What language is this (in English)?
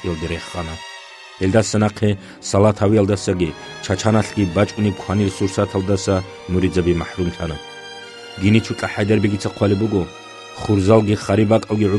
Avaric